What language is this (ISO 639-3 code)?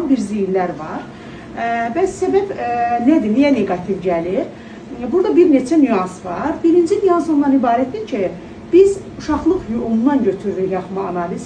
aze